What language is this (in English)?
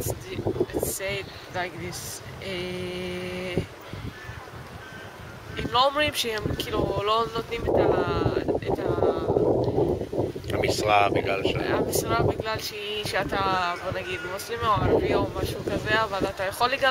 Hebrew